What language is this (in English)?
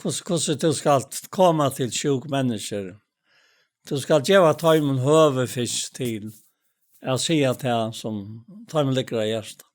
Faroese